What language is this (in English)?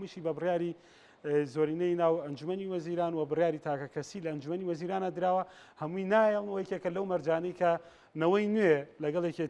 Central Kurdish